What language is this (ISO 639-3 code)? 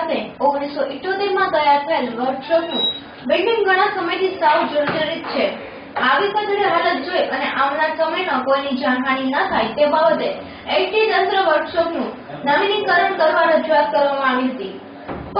guj